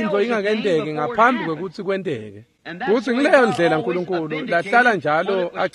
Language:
Swati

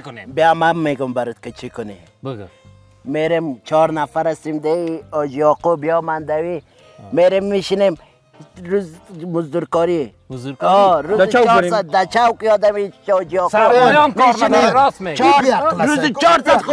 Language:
Persian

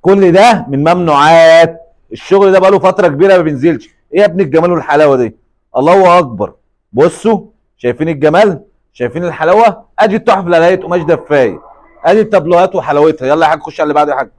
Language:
Egyptian Arabic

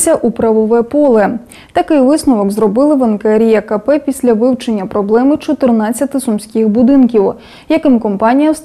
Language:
Ukrainian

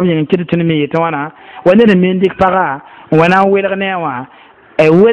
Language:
Mossi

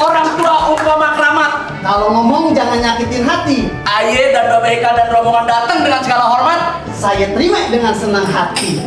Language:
Betawi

